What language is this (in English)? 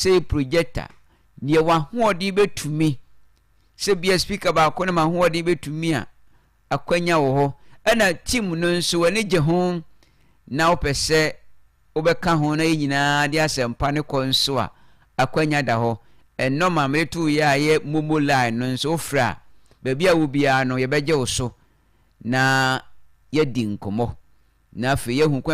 Akan